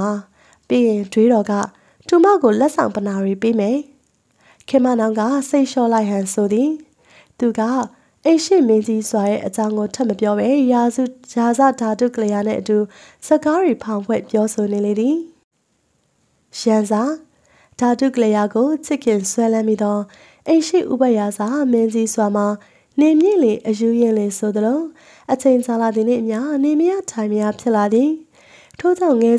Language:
Burmese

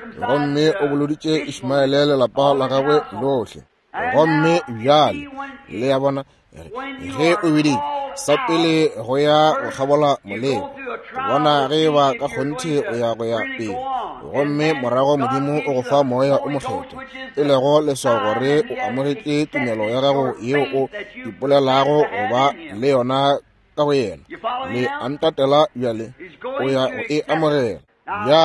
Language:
Northern Sotho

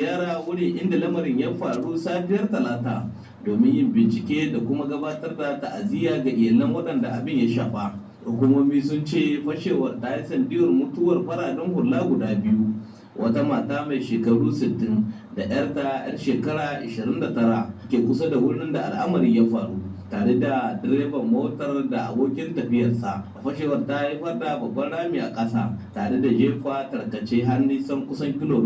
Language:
Hausa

